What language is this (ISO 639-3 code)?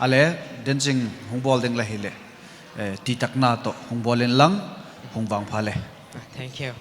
pck